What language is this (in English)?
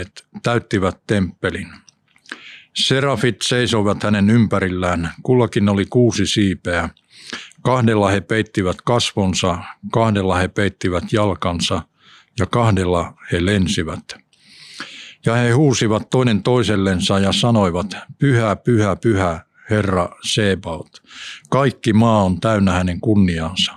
Finnish